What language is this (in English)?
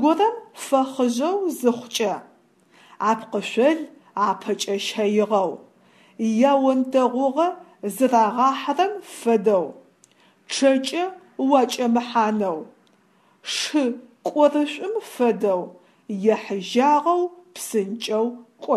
Adyghe